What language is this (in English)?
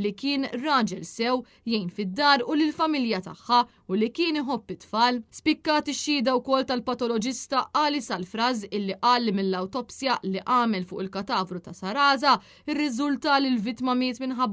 Maltese